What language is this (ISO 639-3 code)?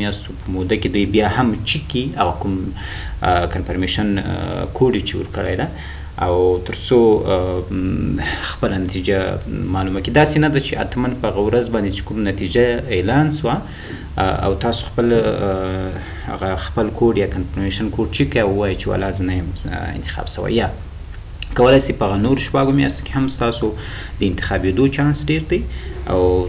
pus